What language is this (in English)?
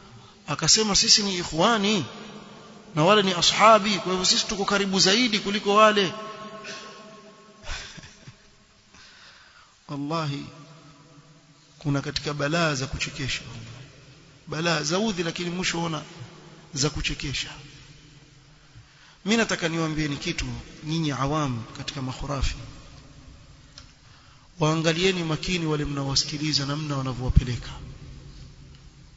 Swahili